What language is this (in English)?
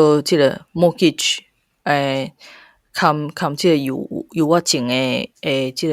Min Nan Chinese